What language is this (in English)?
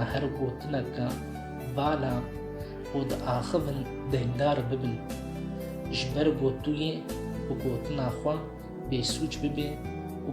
Kurdish